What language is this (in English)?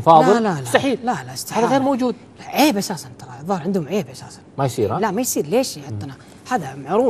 Gulf Arabic